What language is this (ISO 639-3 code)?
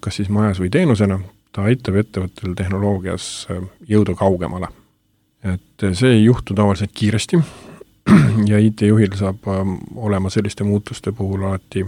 est